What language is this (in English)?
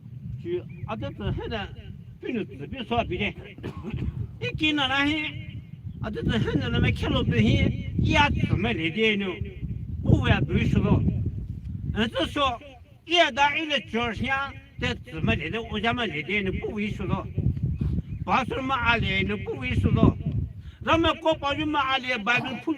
Poumei Naga